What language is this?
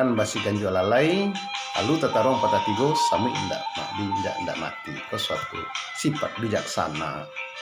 Minangkabau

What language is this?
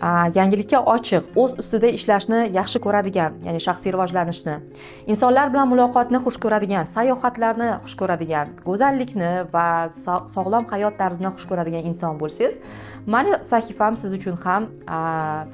Uzbek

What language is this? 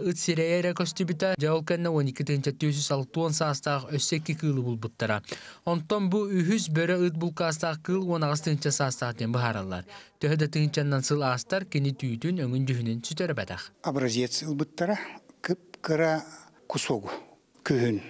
Yakut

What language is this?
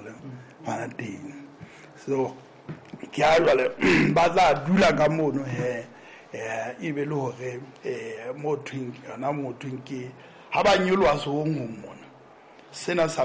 Southern Sotho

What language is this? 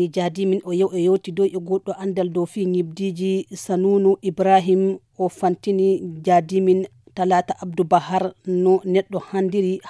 Fula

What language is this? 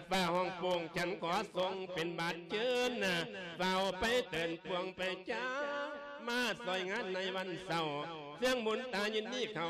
Lao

